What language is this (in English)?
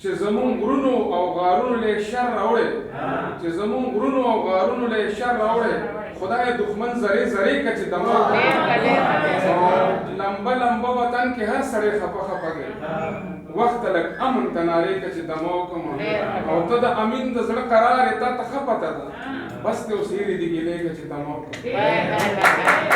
Pashto